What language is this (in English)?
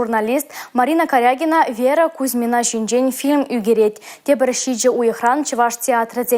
Chuvash